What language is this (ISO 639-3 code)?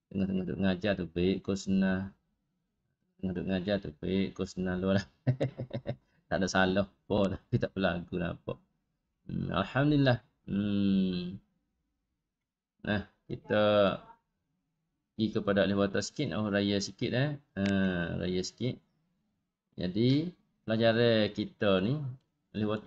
msa